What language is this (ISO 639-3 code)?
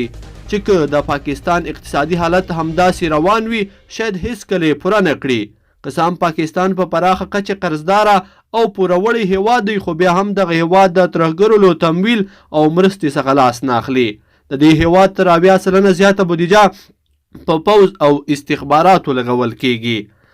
pus